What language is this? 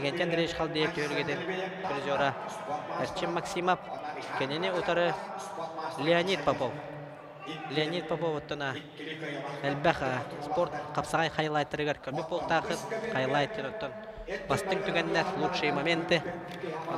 Yakut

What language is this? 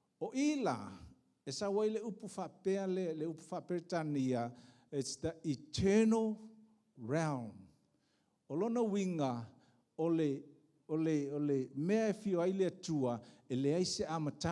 Samoan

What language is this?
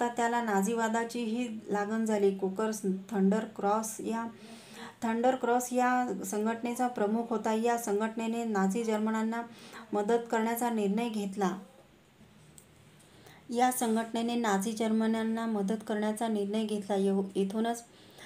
Marathi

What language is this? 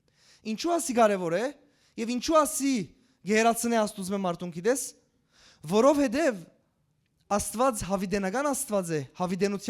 Western Armenian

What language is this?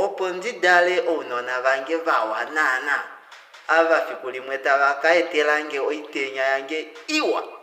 Kuanyama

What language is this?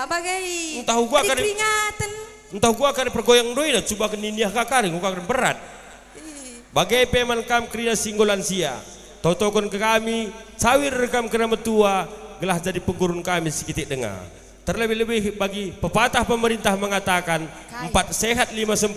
Batak Karo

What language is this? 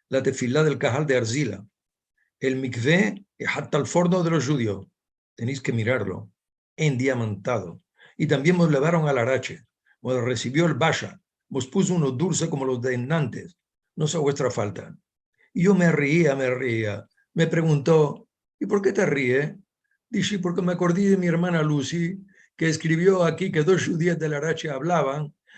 Ladino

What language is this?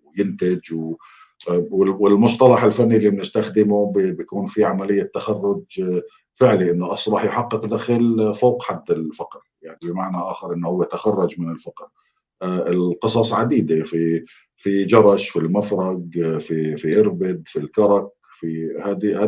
North Levantine Arabic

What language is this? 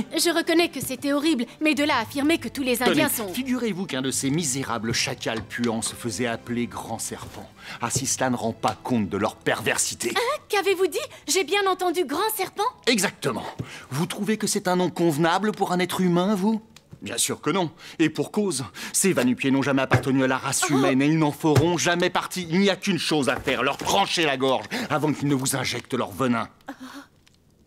French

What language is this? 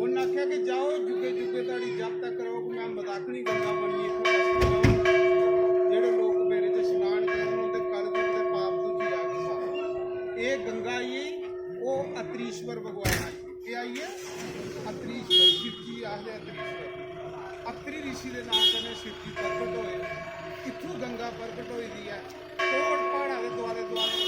Dogri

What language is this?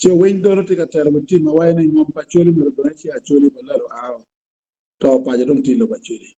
Acoli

